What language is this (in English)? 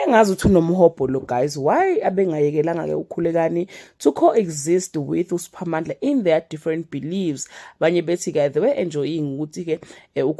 Zulu